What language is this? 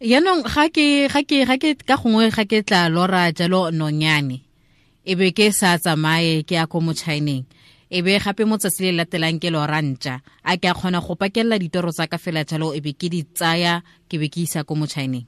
Tswana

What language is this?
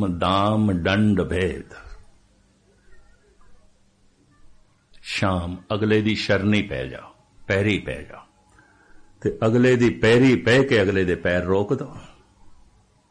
Punjabi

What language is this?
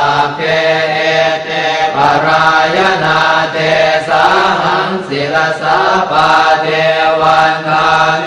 Pali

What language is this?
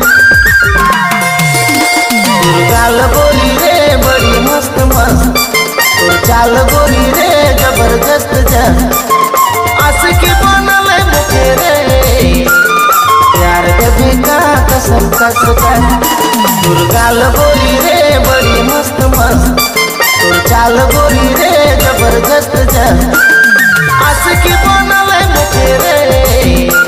Sadri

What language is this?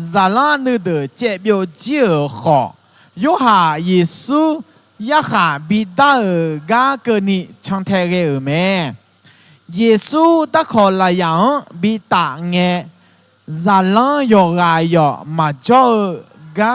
Akha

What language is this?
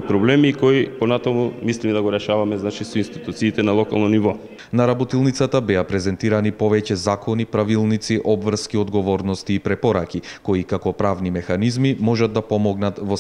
Macedonian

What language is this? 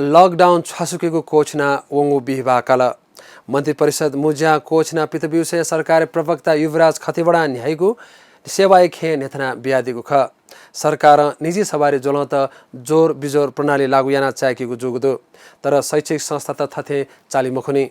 Newari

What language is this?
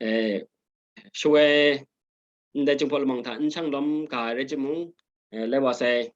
Kachin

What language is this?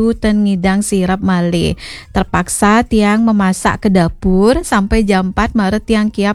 Balinese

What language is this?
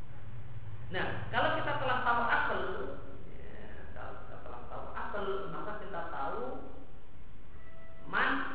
Indonesian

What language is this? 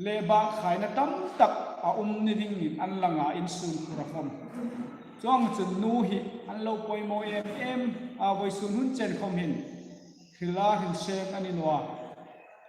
Hmar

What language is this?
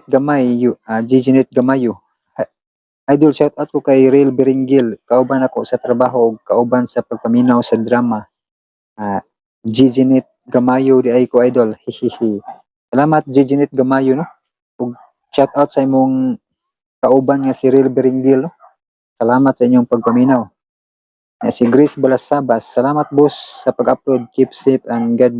Cebuano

